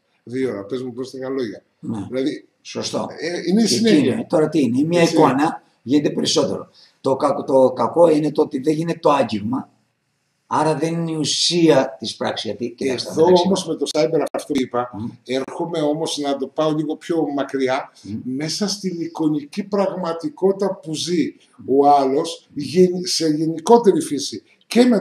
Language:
Greek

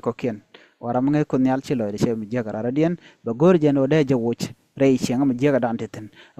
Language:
Nuer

